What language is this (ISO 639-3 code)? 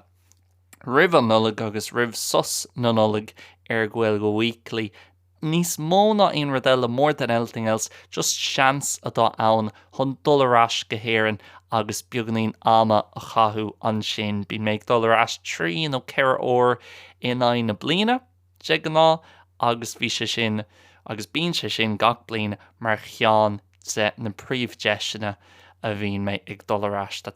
gle